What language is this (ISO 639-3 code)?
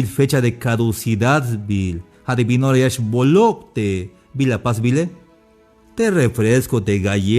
tzh